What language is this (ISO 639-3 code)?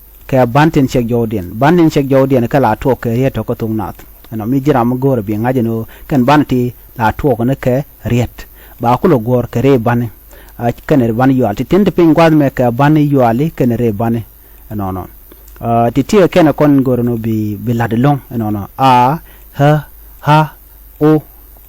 nus